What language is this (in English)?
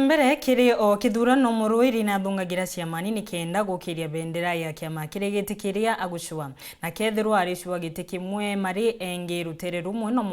Meru